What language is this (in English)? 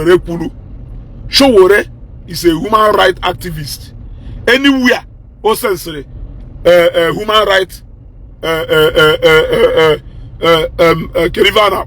Igbo